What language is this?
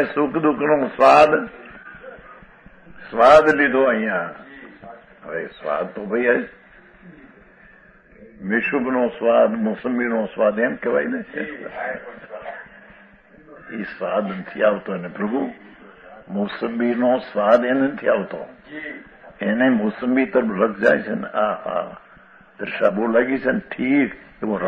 Gujarati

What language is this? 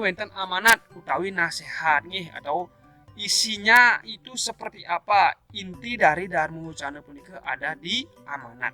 Balinese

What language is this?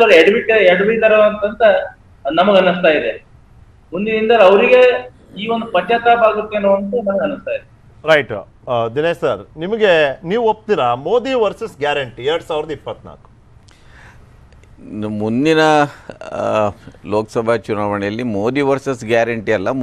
Kannada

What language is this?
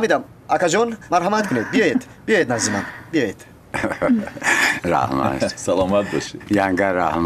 Tajik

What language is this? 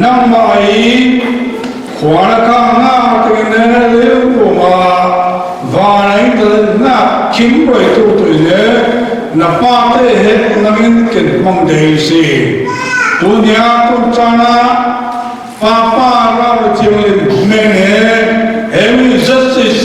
Falam Chin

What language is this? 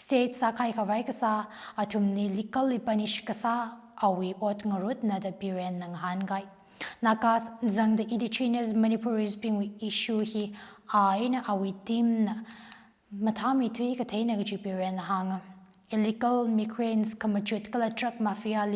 Tangkhul Naga (India)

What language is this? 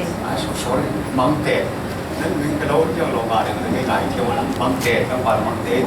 Falam Chin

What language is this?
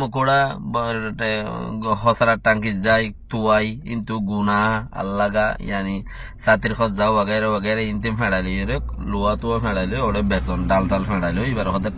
Rohingya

